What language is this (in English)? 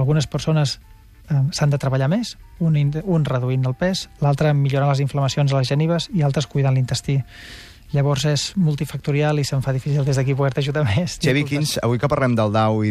Catalan